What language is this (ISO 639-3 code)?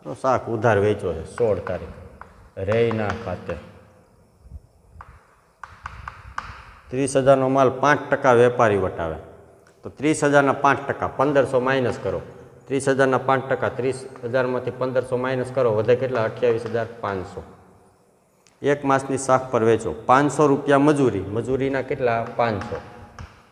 guj